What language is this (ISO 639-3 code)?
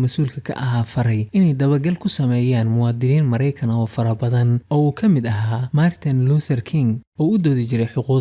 som